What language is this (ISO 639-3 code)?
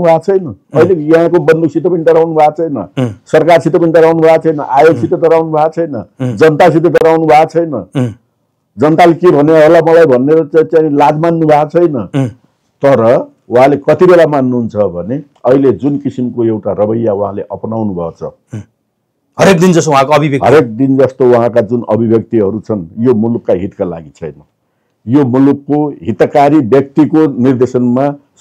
nep